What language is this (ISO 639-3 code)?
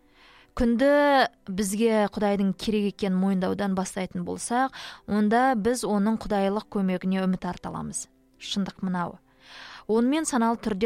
kaz